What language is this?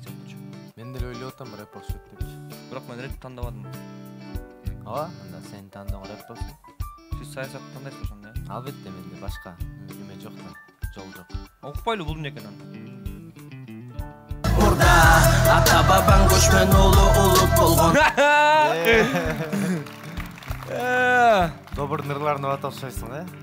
Kyrgyz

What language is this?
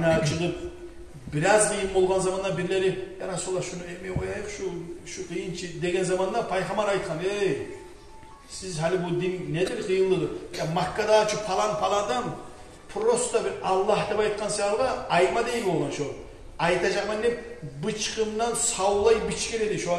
Kumyk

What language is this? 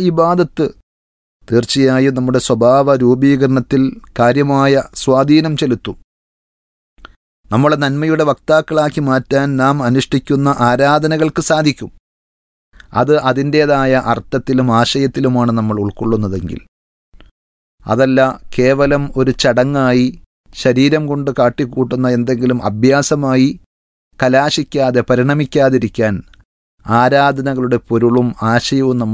Malayalam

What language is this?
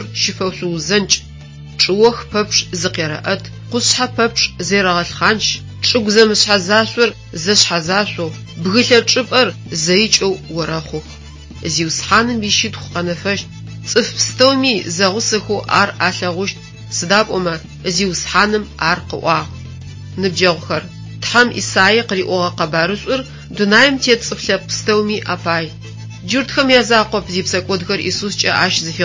Adyghe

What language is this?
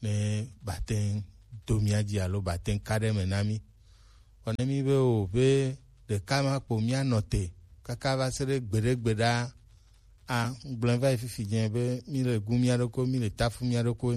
Gen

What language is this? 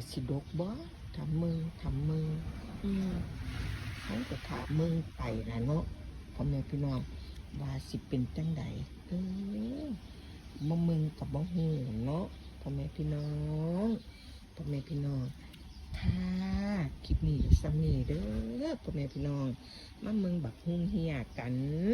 Northeastern Thai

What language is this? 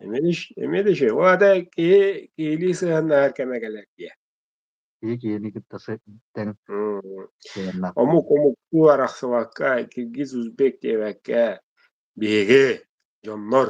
Yakut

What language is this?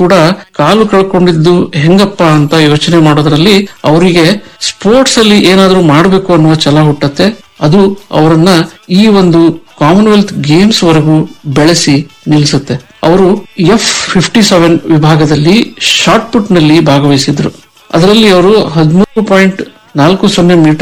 Kannada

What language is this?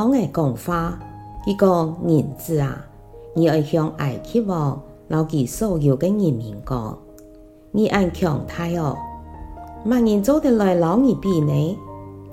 Hakka Chinese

